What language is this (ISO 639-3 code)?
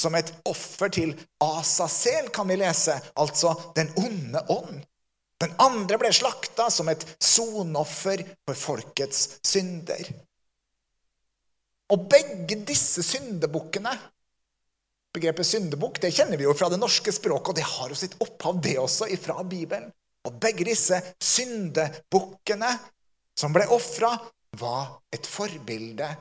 nor